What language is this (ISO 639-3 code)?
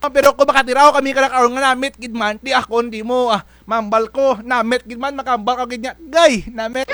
krj